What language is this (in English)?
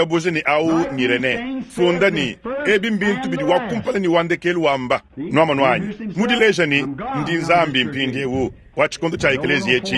Luba-Lulua